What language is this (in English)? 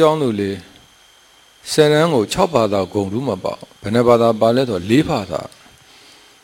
Burmese